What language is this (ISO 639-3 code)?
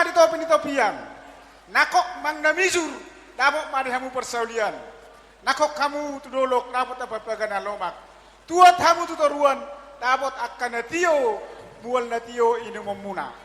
bbc